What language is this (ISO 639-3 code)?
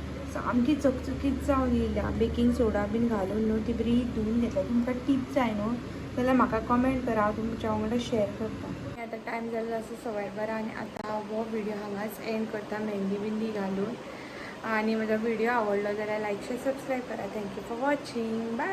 kok